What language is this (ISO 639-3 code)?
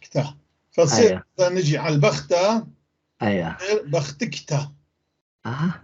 apc